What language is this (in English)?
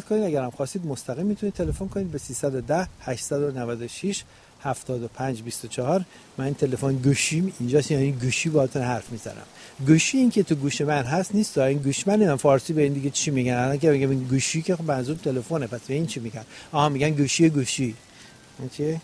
Persian